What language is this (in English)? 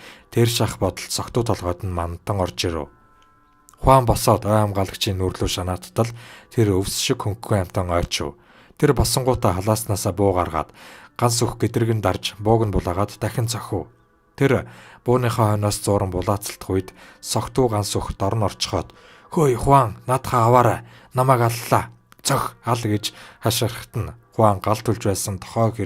Mongolian